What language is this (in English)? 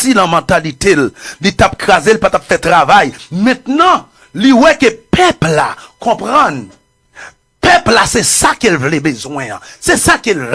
Haitian Creole